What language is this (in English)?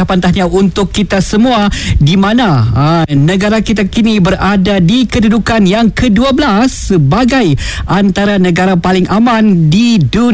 Malay